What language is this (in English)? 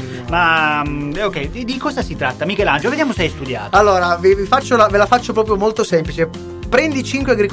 Italian